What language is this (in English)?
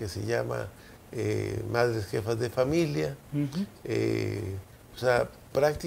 Spanish